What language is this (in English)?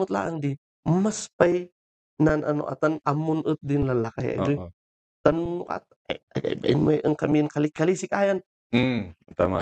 Kankanaey